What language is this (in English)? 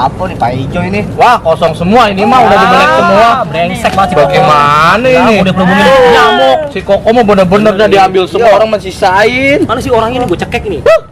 Betawi